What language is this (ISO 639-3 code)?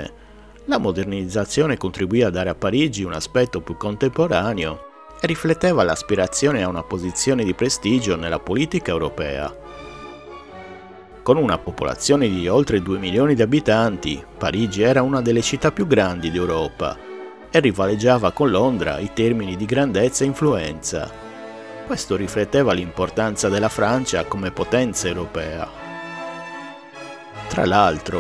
ita